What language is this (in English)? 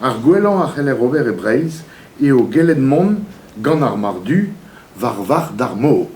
Breton